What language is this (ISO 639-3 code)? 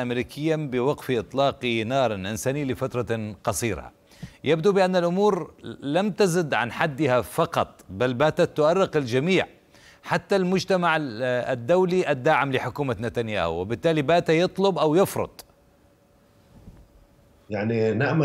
ara